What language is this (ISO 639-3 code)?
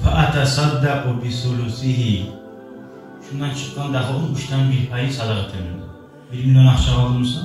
kum